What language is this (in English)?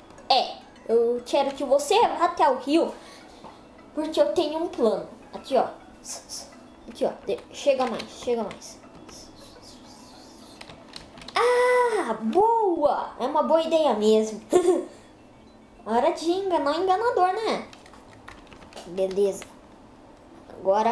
Portuguese